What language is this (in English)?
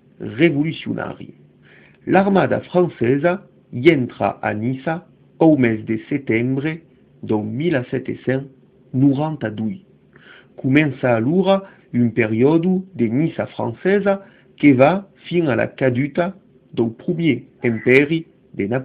Occitan